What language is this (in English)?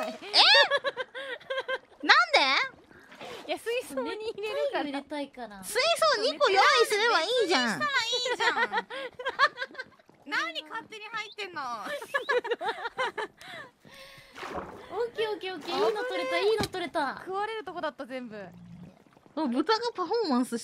Japanese